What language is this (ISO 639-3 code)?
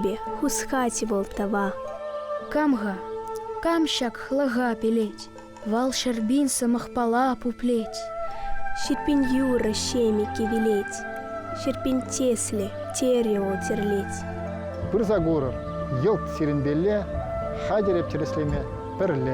chv